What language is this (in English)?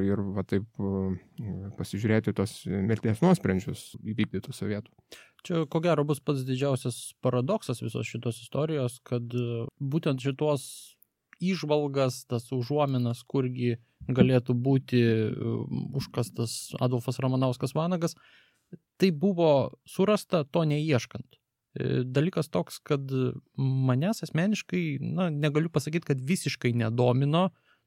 Lithuanian